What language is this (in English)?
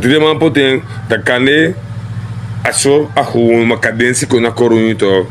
Sranan Tongo